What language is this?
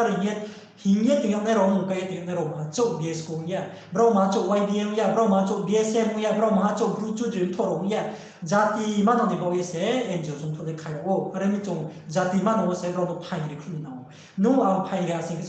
Riang (India)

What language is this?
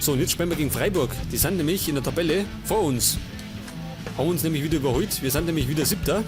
Bavarian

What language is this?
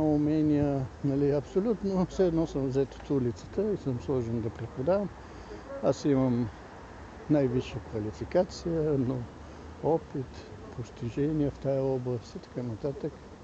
Bulgarian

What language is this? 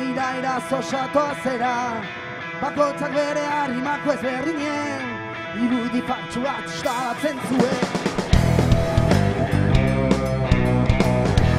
Basque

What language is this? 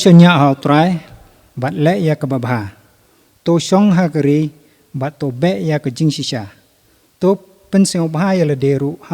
Khasi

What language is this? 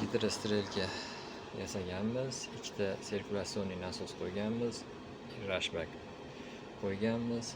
Uzbek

